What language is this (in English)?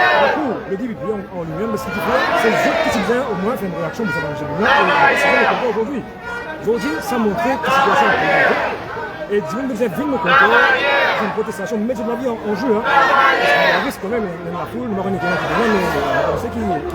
Morisyen